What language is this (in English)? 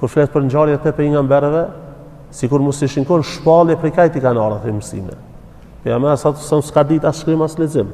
Albanian